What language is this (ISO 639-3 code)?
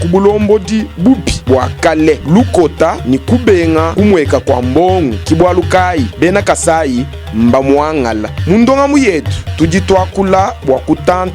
lua